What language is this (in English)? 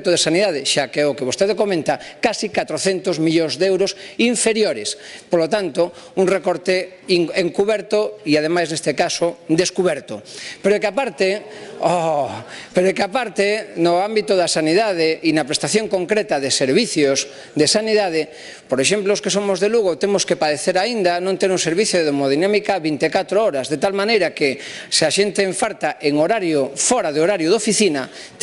Galician